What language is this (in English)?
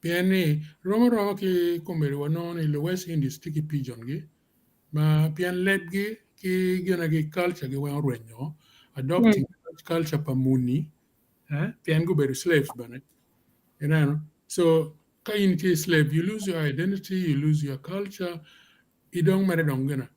Acoli